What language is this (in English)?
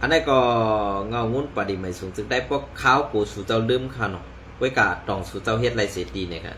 Shan